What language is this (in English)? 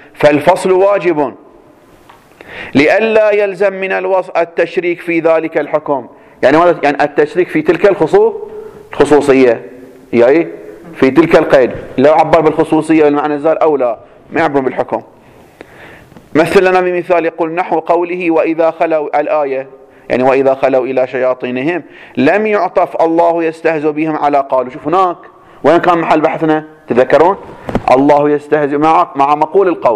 Arabic